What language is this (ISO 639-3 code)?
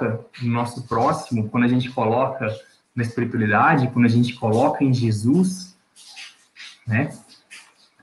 por